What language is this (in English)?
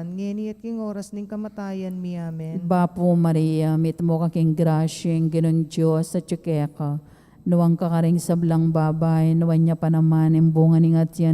Pampanga